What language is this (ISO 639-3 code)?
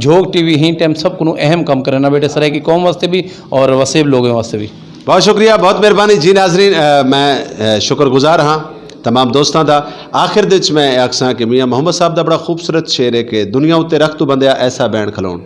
skr